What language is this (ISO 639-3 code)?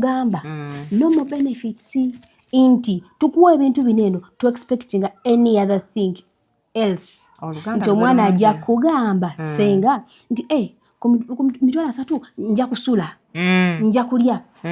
lug